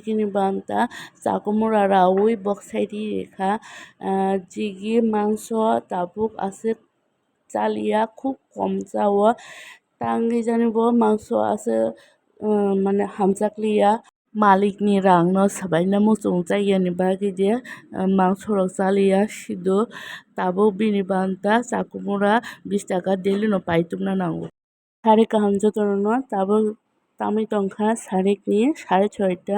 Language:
Kok Borok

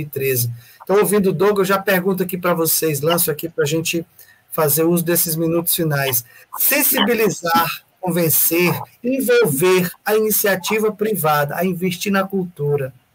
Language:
Portuguese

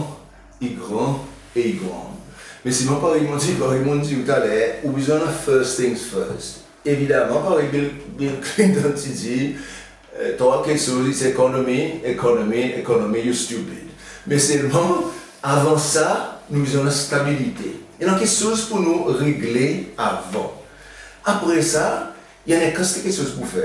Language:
Seselwa Creole French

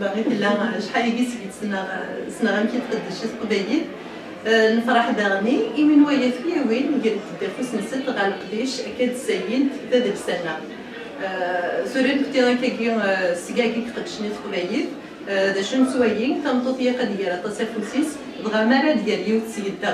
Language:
Kabyle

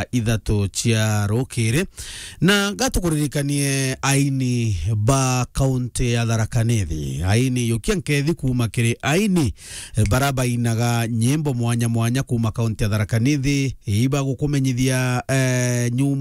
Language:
Meru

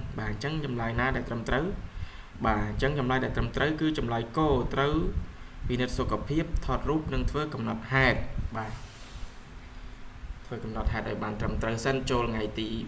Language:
Khmer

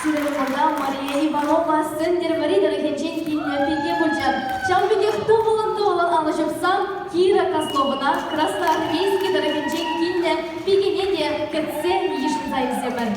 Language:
Chuvash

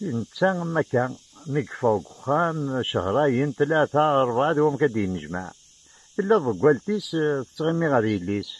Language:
Kabyle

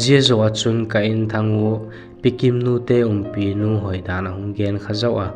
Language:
Vaiphei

